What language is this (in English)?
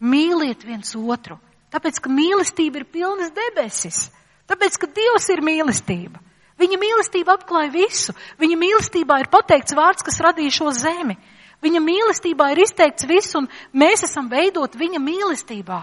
Latvian